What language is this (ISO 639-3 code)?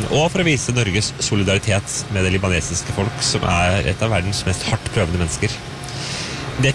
nor